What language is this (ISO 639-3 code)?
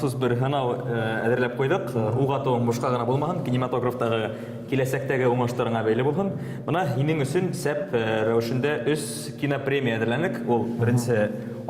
bak